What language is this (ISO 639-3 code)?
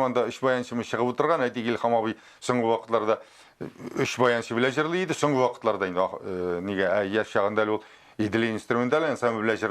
tat